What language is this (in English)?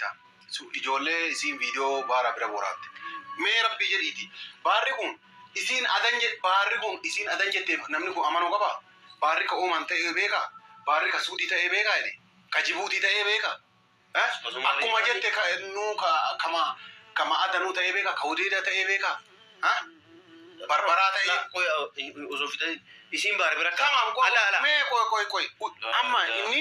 Oromo